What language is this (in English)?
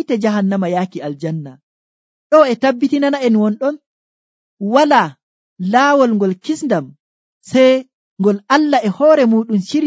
Nigerian Fulfulde